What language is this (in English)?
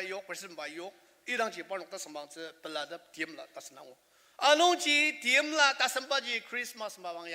Ao Naga